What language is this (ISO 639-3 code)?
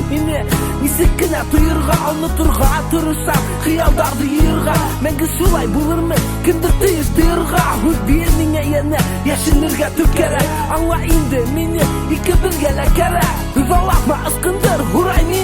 bak